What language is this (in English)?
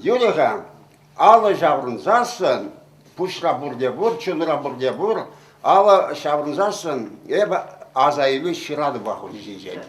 Chuvash